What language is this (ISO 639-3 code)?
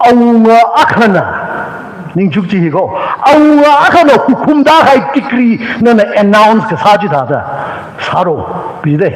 nmf